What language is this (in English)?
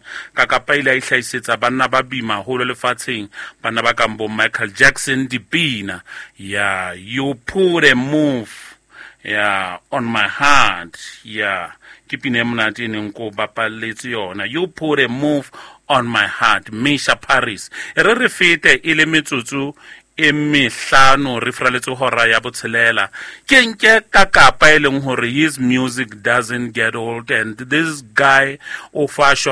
Southern Sotho